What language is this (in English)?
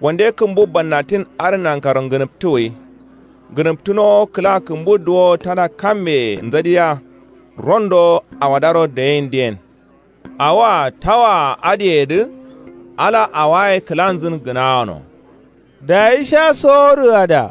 Kanuri